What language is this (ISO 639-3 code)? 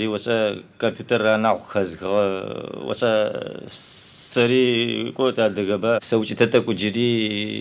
ady